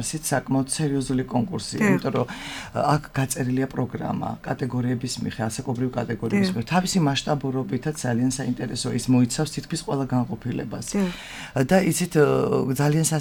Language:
Georgian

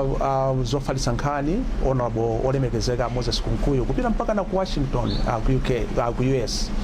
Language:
Nyanja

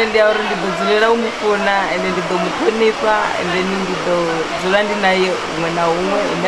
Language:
Venda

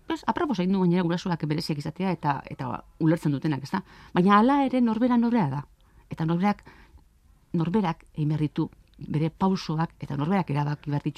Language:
Basque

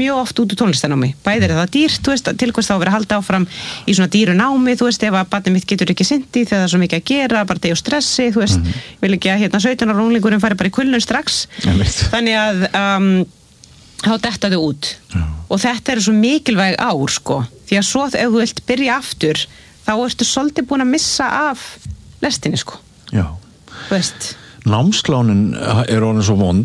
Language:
Icelandic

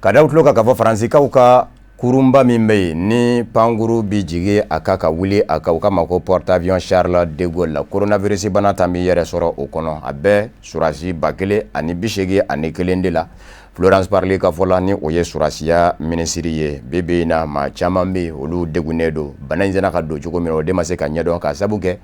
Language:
Bambara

